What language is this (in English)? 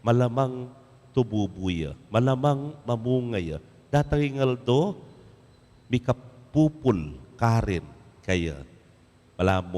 Pampanga